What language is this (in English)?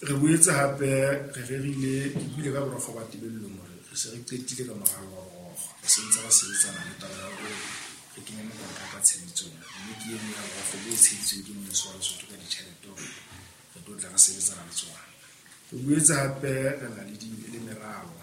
Southern Sotho